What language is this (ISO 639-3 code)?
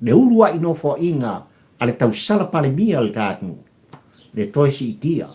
smo